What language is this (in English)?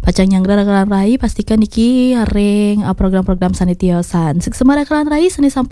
Balinese